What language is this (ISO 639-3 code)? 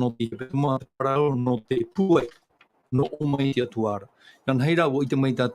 tah